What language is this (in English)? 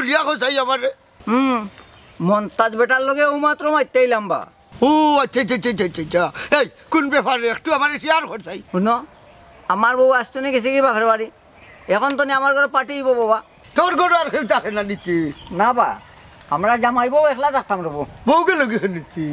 Sylheti